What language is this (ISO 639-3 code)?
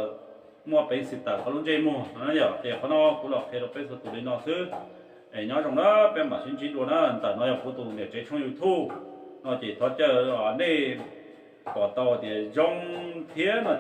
hmn